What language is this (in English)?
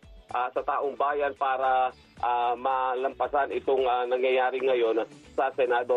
Filipino